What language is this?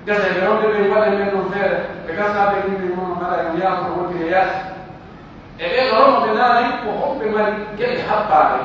Pular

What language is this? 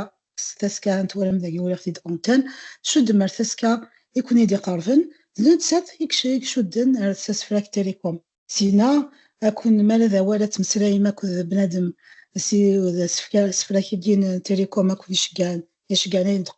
Kabyle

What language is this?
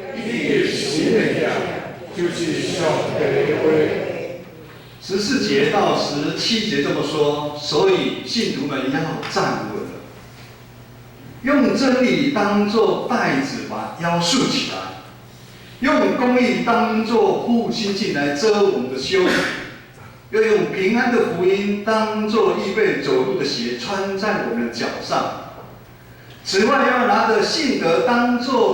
Min Nan Chinese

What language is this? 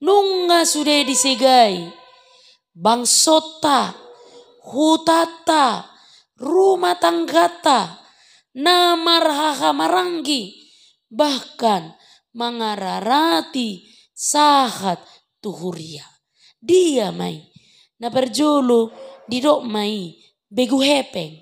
Batak Toba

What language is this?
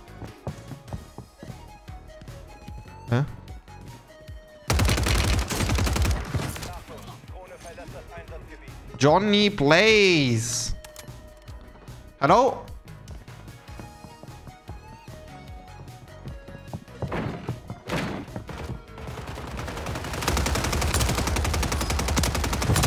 German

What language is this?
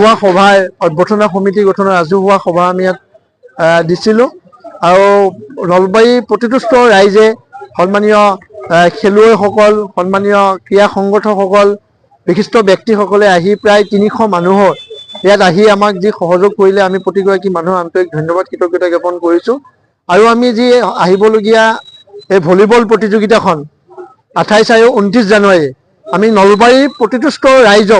Assamese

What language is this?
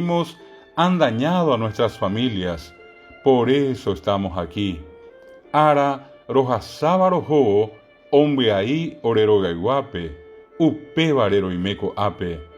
Guarani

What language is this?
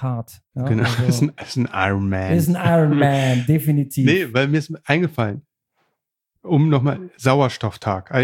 German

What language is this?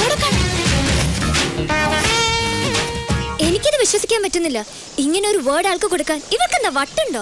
Malayalam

